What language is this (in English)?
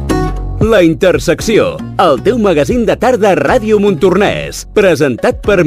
Catalan